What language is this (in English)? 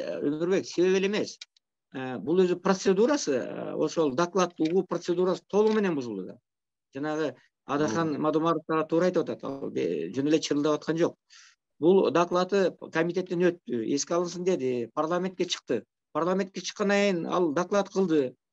Kyrgyz